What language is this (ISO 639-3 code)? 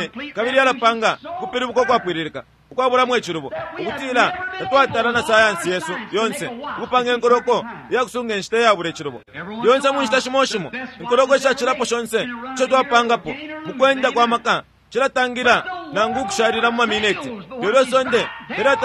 bem